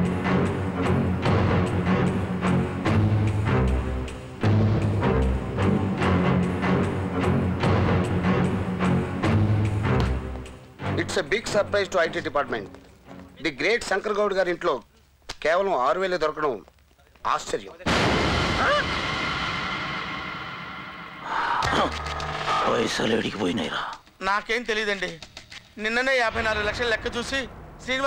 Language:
Telugu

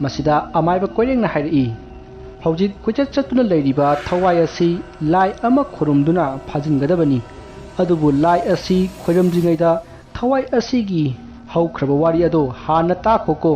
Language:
Manipuri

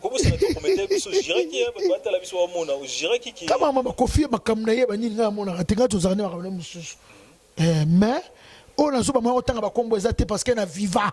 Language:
Lingala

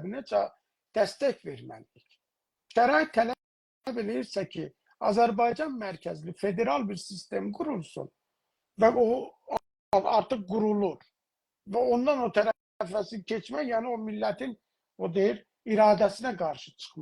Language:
South Azerbaijani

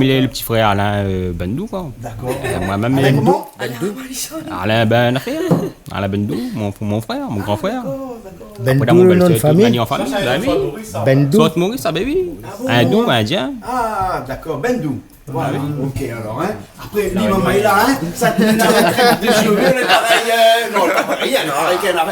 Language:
Réunion Creole French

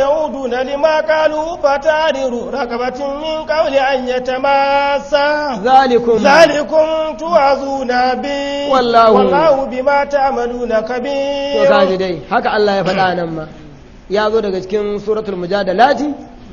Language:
Hausa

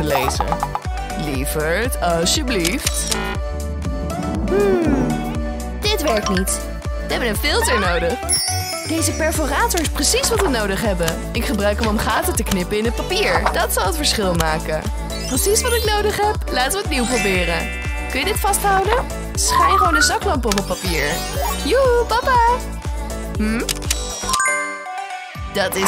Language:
Dutch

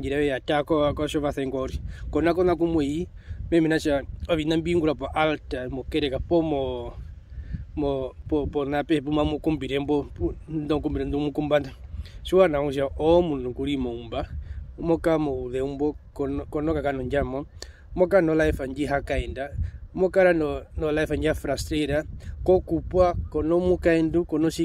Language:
Herero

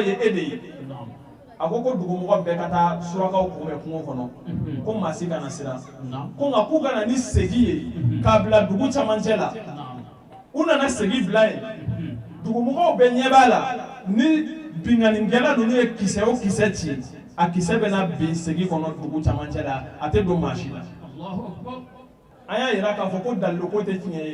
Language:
Bambara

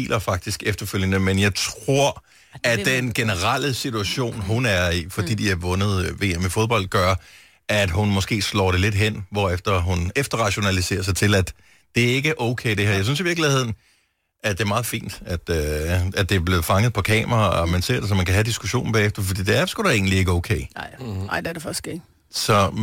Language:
Danish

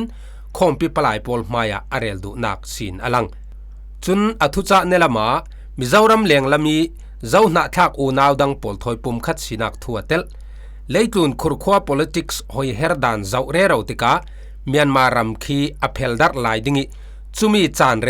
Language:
Falam Chin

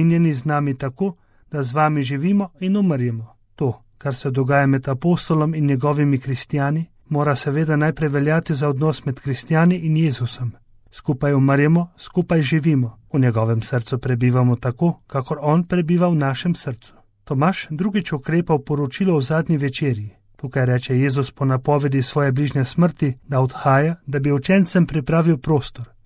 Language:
Slovenian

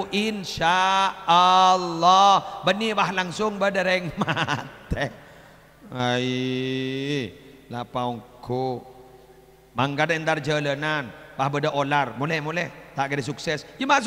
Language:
Madurese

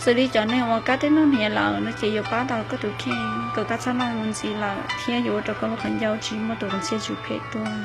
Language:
Hmong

